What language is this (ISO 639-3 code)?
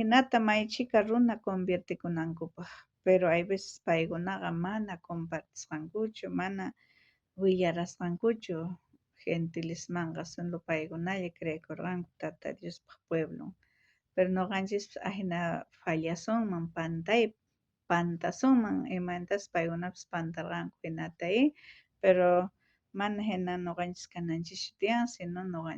quh